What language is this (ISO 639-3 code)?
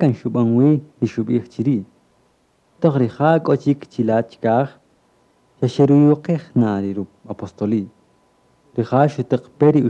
cak